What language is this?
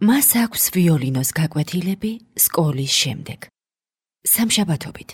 Georgian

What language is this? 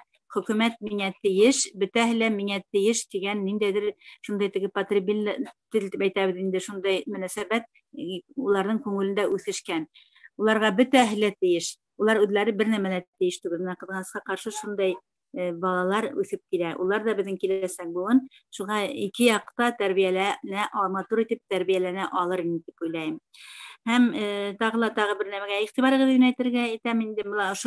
Bashkir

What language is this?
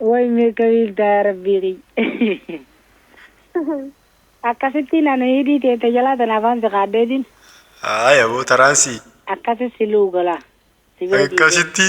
Oromo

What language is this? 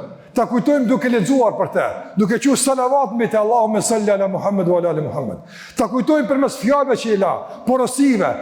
Albanian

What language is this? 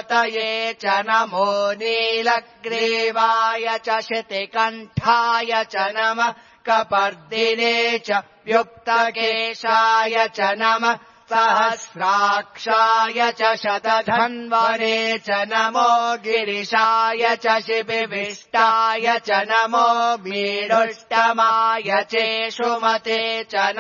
Sanskrit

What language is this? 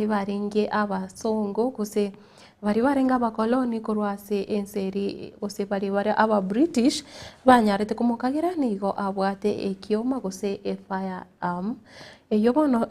Gusii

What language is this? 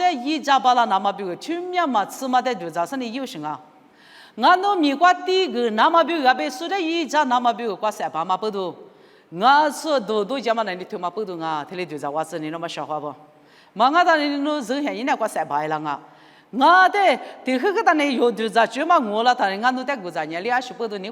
Lisu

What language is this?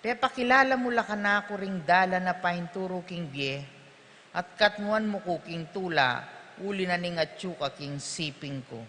Pampanga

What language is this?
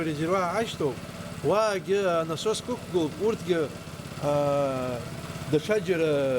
Abkhazian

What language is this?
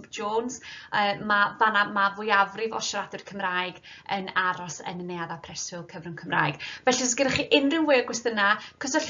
Welsh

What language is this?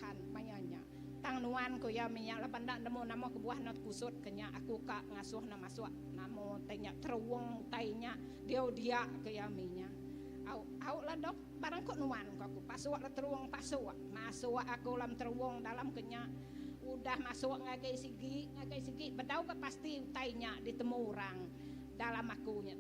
Iban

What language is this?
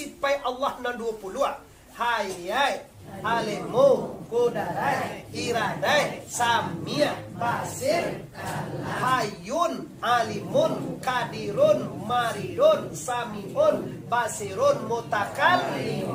Minangkabau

